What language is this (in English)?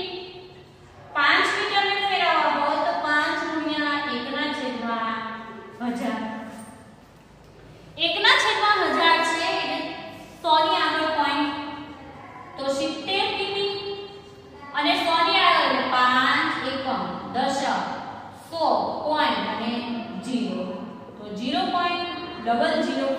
Gujarati